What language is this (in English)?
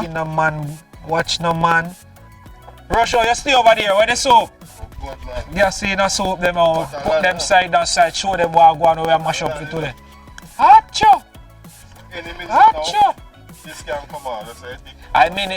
Jamaican Creole English